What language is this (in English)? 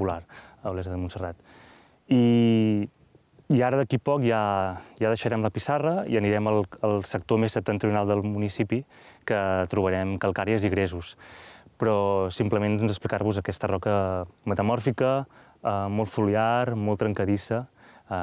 Catalan